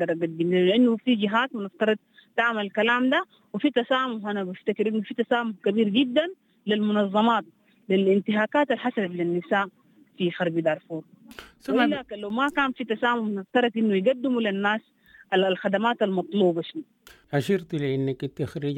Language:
Sudanese Arabic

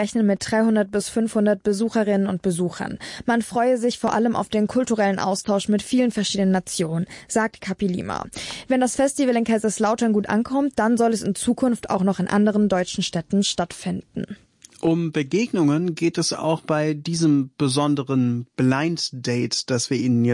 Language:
German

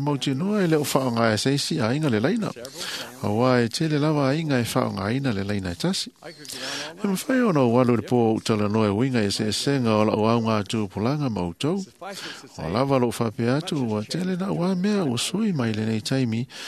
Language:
Samoan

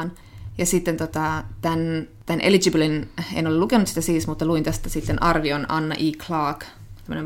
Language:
Finnish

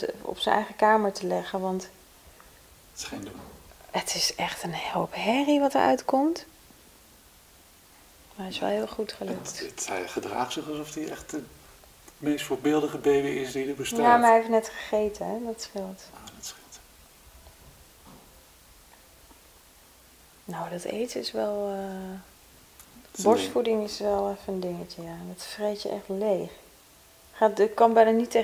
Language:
Dutch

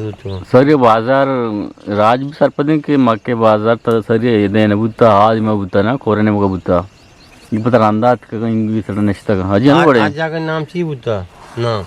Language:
Eastern Balochi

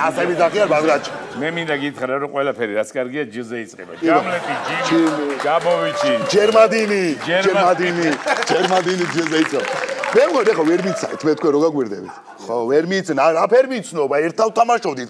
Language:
Georgian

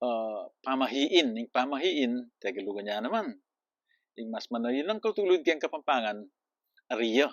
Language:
Pampanga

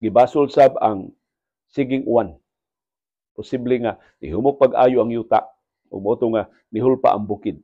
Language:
Cebuano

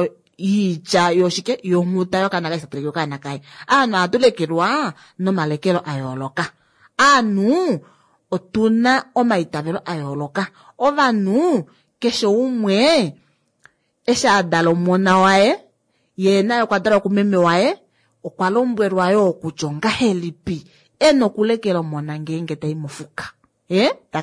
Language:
Kuanyama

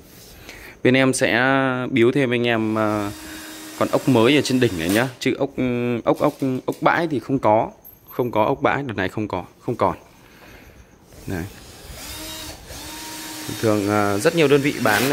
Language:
Vietnamese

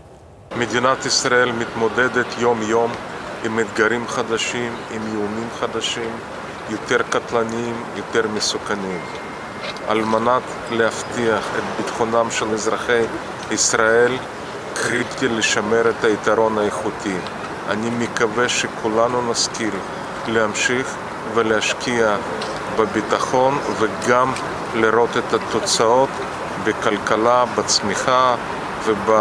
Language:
Hebrew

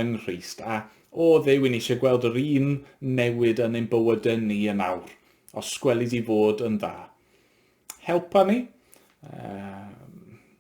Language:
Welsh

